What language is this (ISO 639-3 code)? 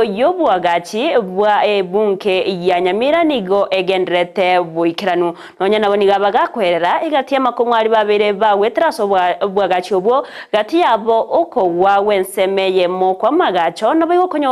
guz